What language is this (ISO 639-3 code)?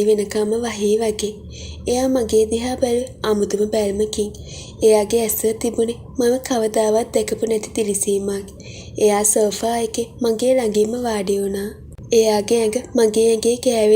sin